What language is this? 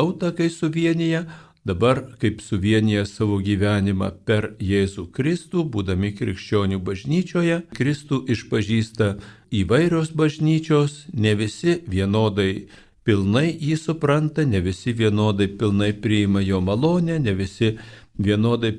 Lithuanian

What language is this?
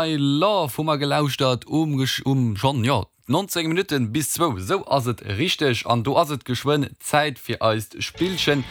Luxembourgish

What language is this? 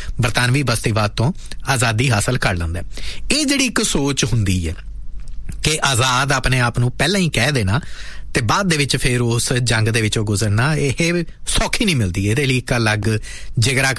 Punjabi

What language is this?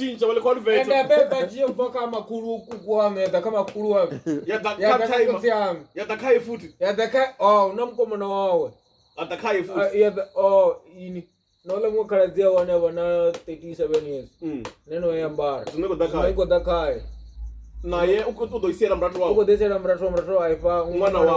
Venda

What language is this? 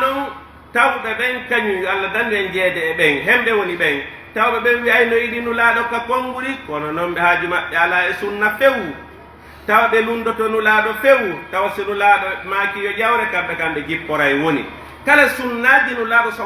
Pular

